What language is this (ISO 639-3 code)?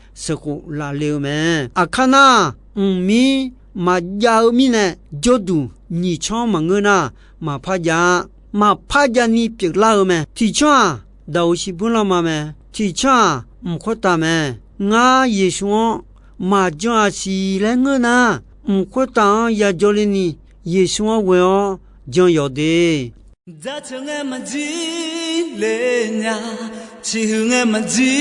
ahk